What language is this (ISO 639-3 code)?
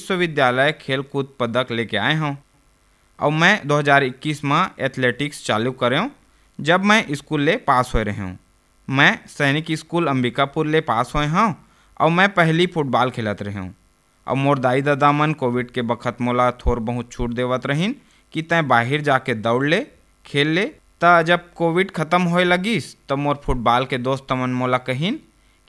hne